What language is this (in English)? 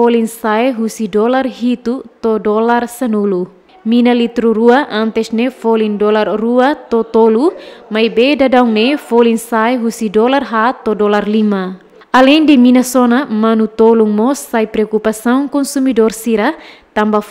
Tetum